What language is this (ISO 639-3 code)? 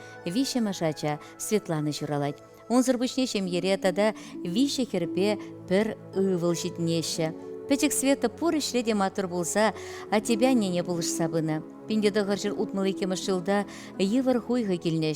chv